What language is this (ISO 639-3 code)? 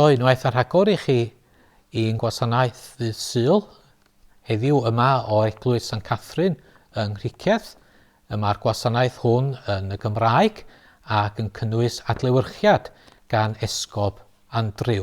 cym